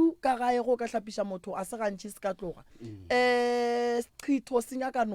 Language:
Northern Sotho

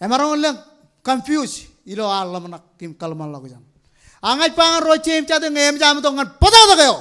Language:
Marshallese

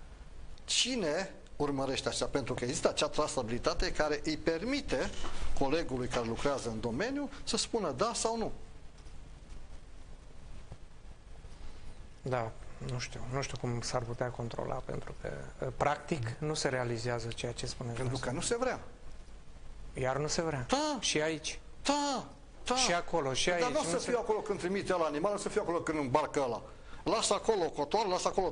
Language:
Romanian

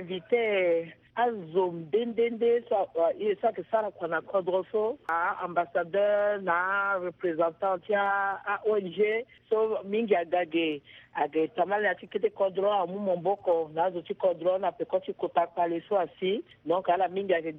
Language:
Sango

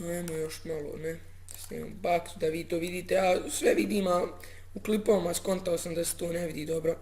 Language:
Bosnian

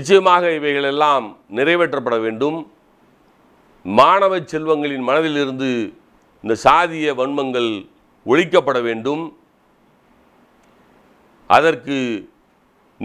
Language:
Tamil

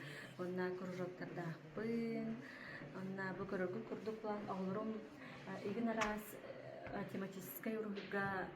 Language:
Yakut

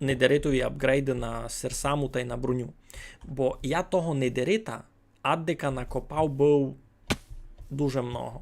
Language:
Rusyn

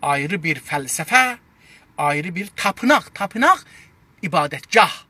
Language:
South Azerbaijani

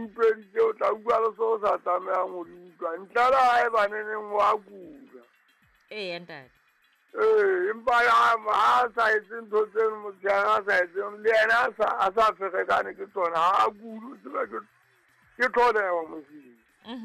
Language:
Southern Sotho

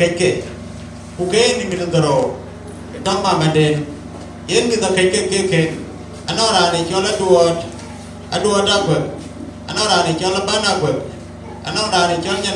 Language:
Dinka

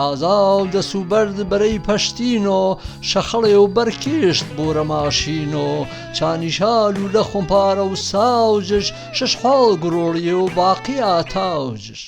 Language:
Gurani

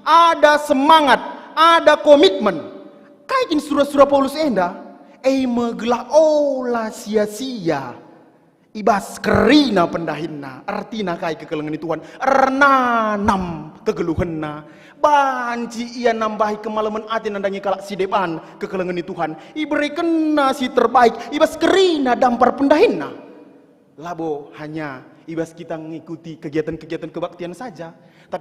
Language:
Batak Karo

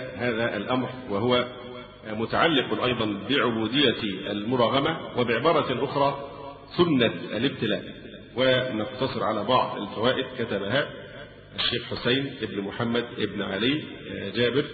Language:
Arabic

